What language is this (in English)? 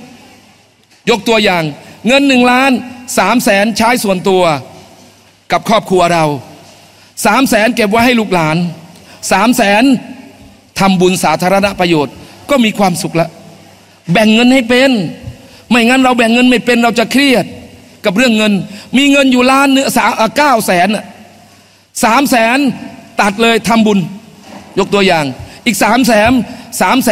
Thai